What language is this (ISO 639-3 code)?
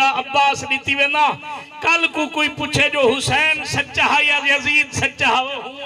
skr